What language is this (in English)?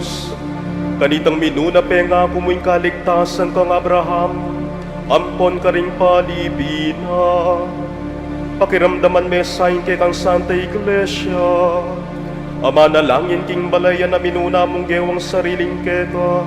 Pampanga